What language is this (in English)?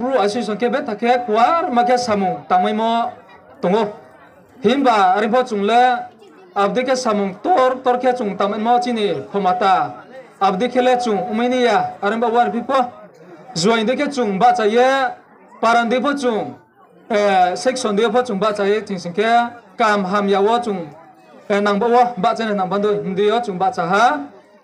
Riang (India)